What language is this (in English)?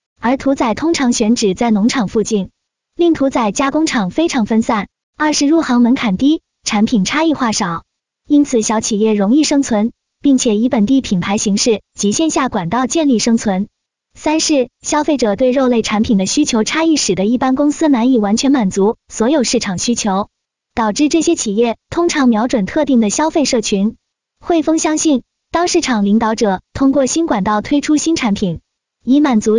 Chinese